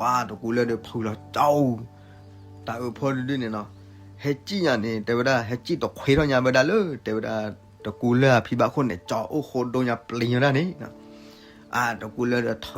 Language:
S'gaw Karen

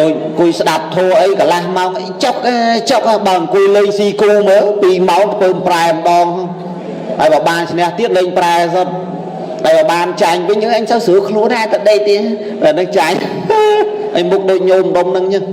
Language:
Khmer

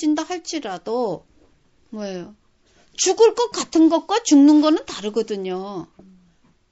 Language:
Korean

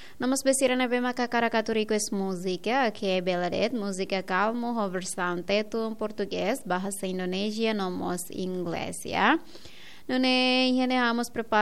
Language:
Tetum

